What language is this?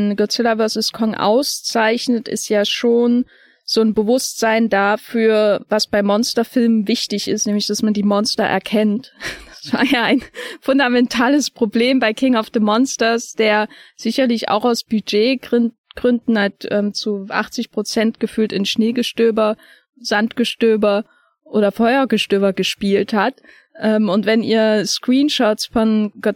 German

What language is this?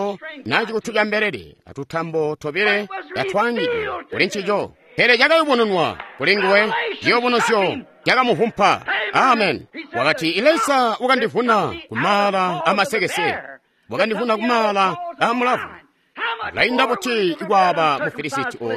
Tonga (Zambia)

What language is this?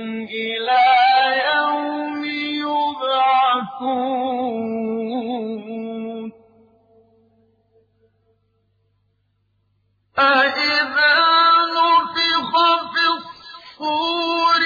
Arabic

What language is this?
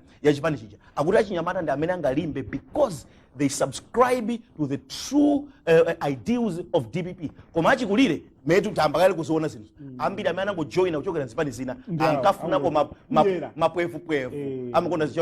Nyanja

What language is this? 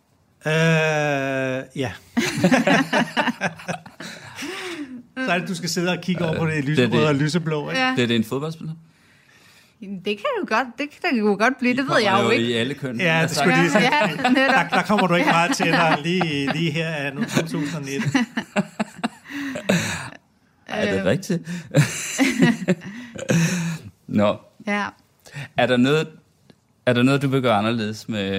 Danish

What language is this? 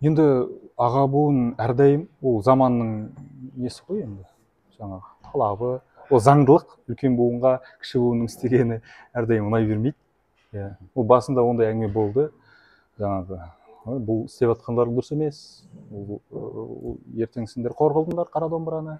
Kazakh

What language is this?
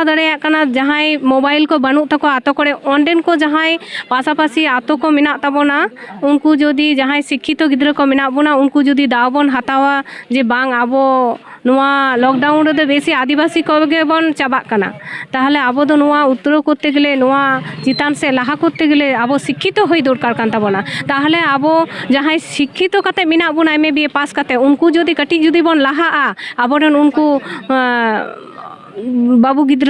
Santali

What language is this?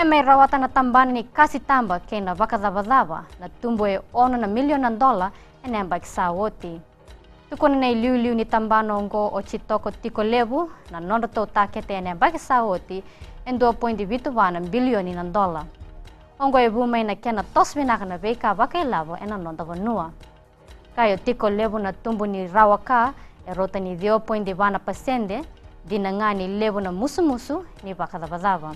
Fijian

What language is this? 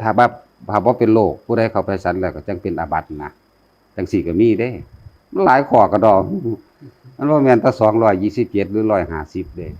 Northeastern Thai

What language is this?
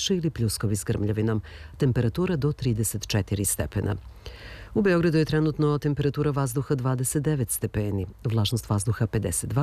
Serbian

